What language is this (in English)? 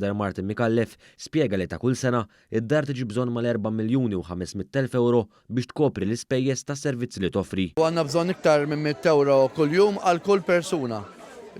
Maltese